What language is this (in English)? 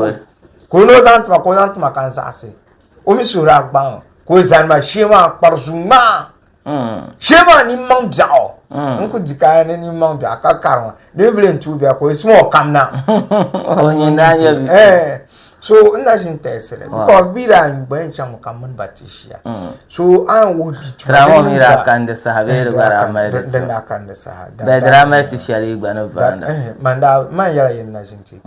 Dagbani